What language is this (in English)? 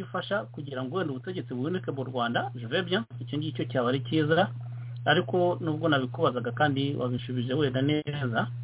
Kinyarwanda